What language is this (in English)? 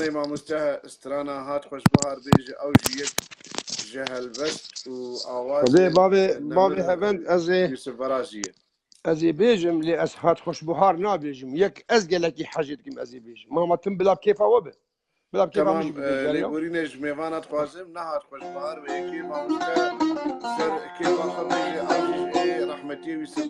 Kurdish